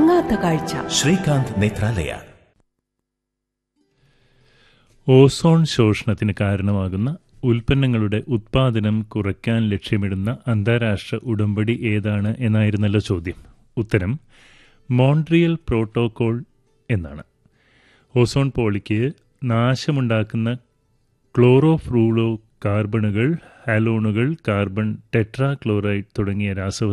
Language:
Malayalam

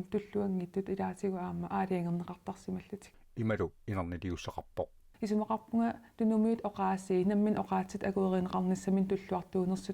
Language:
Kalaallisut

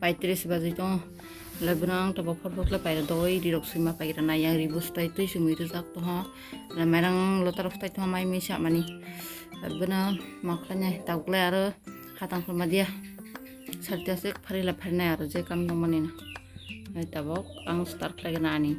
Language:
Kok Borok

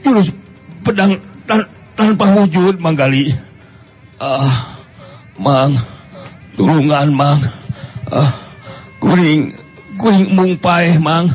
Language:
Sundanese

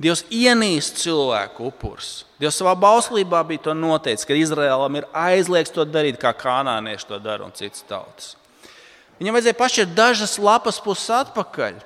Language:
Latvian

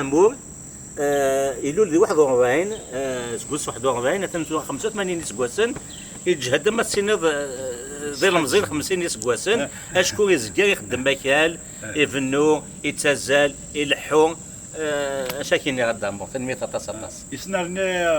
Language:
Kabyle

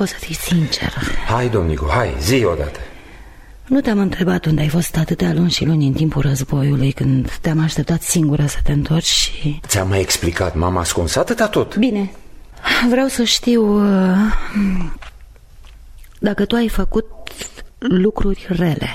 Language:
Romanian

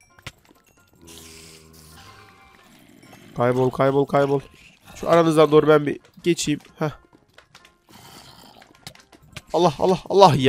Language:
Turkish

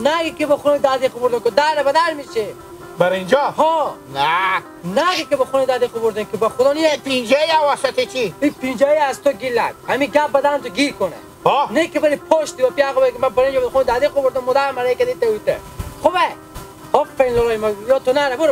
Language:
Hazaragi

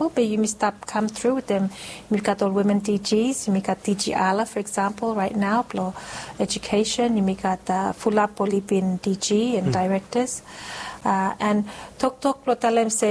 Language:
Bislama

